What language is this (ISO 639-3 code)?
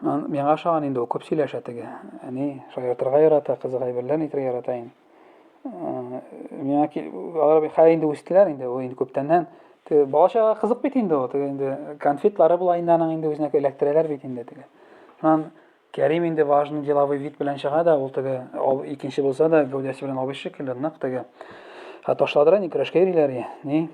tat